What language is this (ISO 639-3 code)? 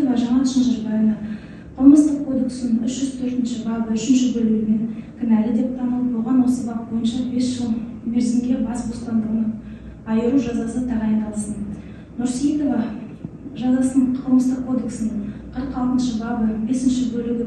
kaz